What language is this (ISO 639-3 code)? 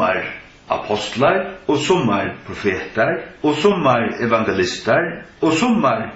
fao